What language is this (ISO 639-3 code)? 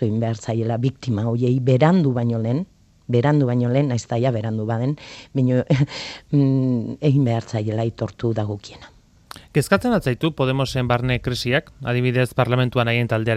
eus